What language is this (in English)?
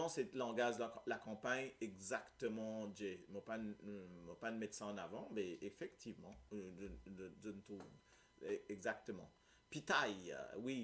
Morisyen